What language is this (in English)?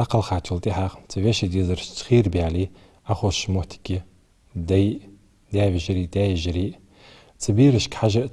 Ingush